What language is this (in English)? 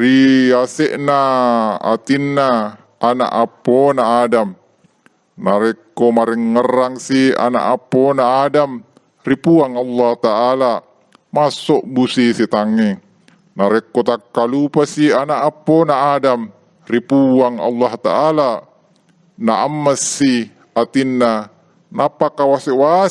Buginese